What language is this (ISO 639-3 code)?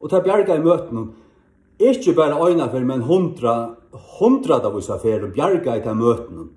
fao